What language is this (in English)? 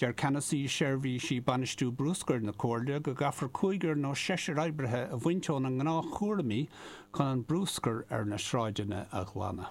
Irish